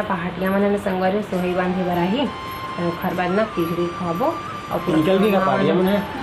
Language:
Chhattisgarhi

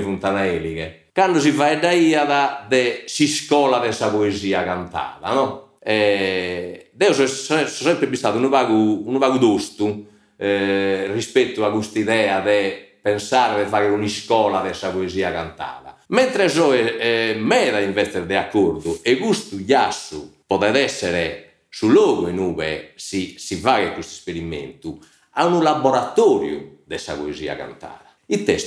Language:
Sardinian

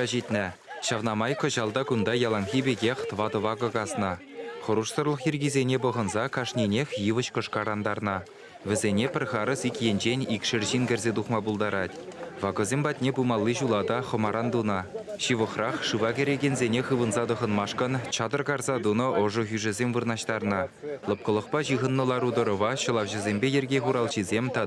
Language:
Chuvash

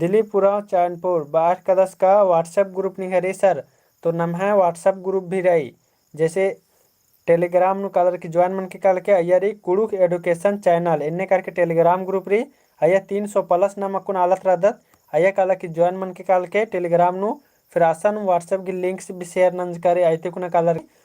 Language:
Kurukh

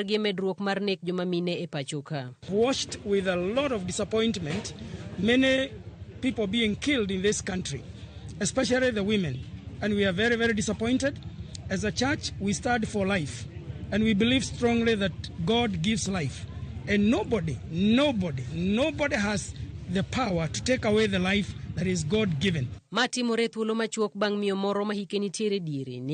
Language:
Luo (Kenya and Tanzania)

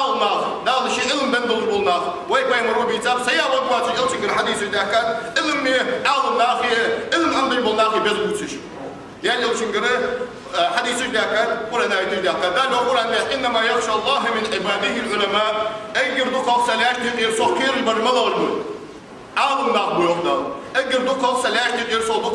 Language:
Ingush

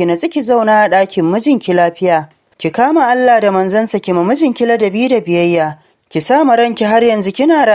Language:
Hausa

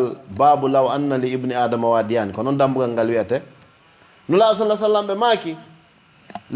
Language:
Fula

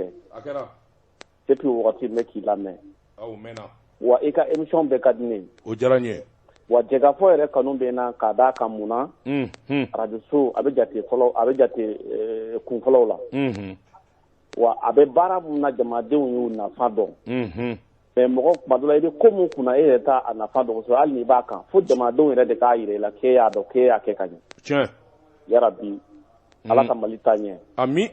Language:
Bambara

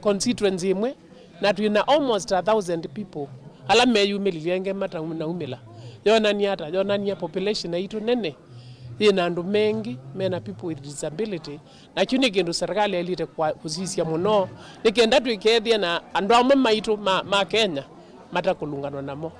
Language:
Kamba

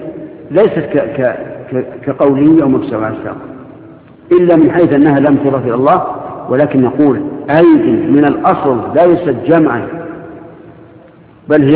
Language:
Arabic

